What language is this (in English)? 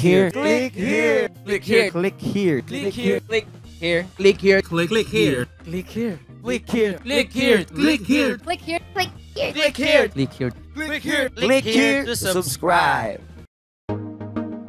Filipino